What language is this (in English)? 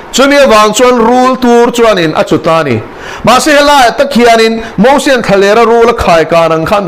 Mizo